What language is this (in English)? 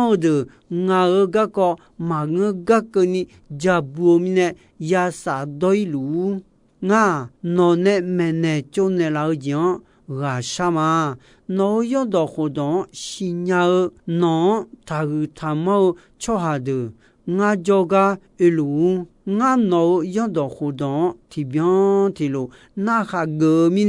Akha